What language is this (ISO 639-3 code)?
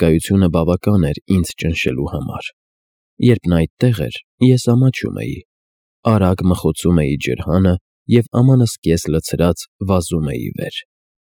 hye